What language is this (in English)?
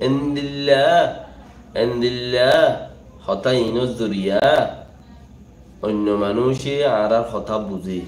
Rohingya